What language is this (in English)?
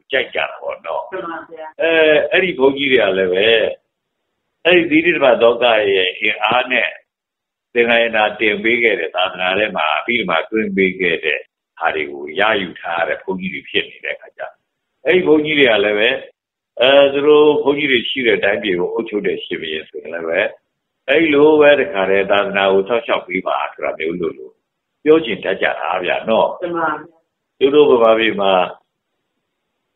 Burmese